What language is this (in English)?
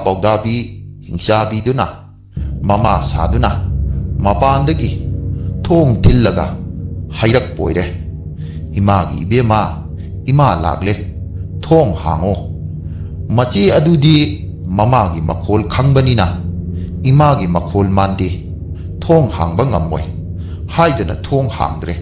Manipuri